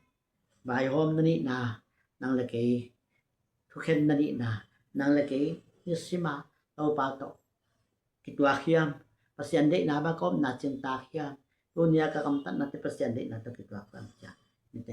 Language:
Tedim Chin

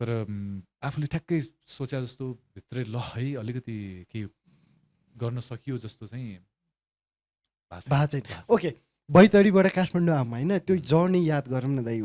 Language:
Nepali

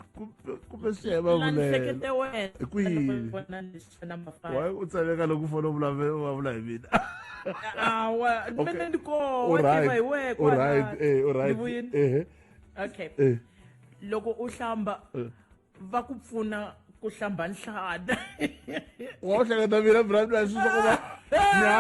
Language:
Tsonga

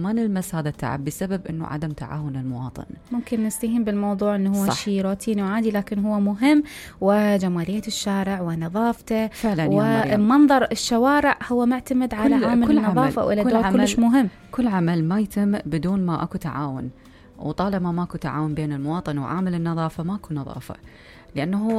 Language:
Mesopotamian Arabic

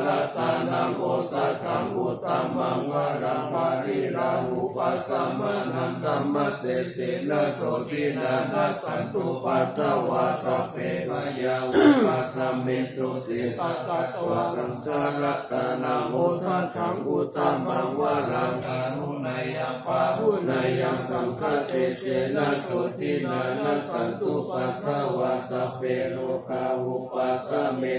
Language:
Pali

